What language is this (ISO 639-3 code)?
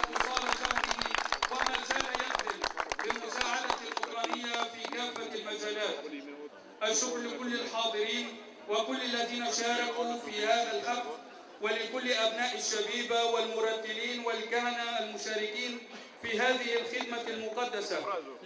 ara